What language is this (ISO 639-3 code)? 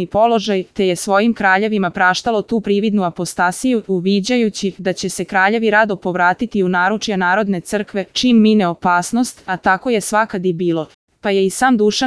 srp